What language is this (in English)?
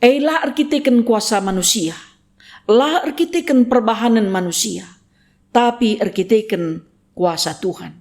Batak Karo